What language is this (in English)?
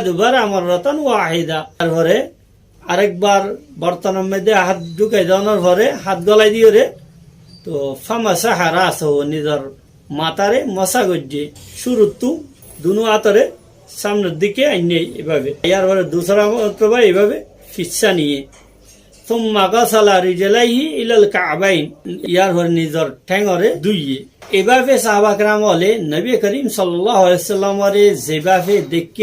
Rohingya